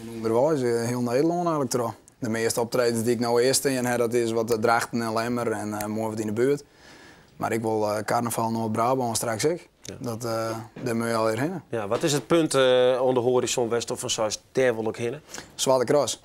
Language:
Western Frisian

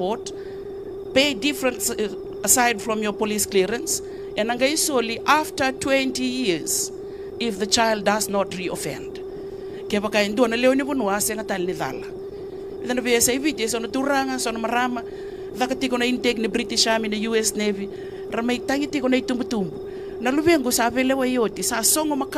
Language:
Fijian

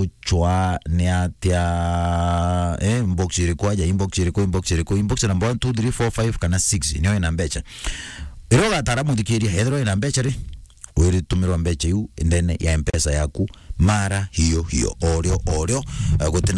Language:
Meru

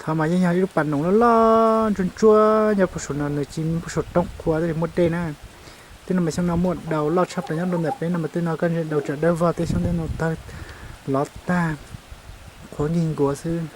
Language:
Hmong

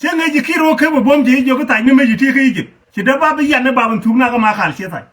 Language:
Nuer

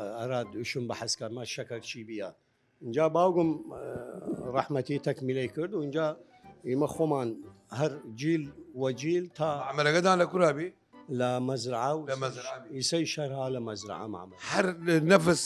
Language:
Southern Kurdish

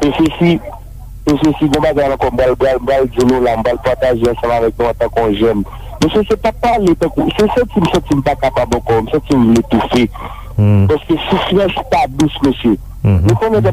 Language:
Haitian Creole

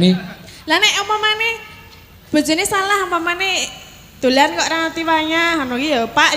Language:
Javanese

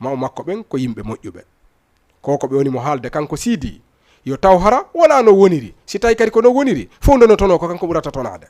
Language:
Fula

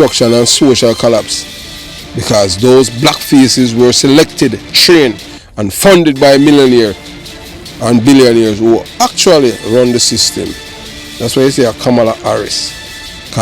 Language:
Jamaican Creole English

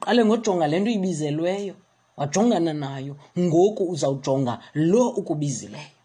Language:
Xhosa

